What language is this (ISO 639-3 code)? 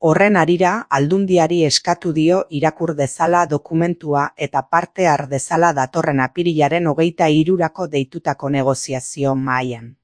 eus